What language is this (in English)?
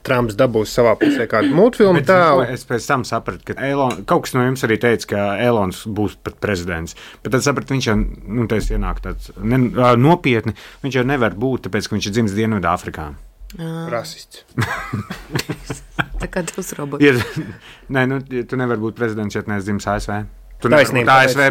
Latvian